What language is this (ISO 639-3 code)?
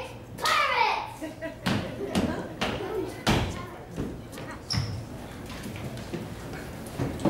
eng